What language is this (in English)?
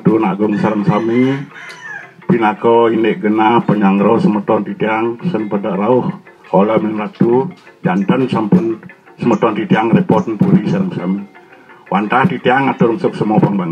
Balinese